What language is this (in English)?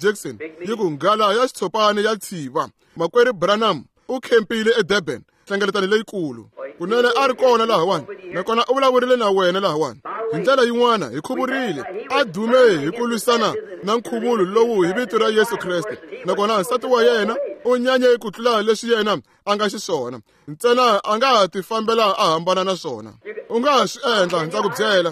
Tsonga